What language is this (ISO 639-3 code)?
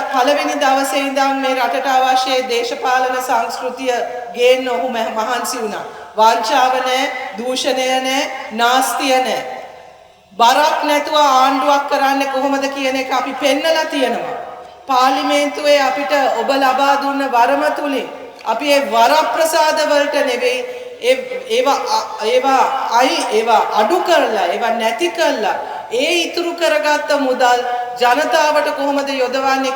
sin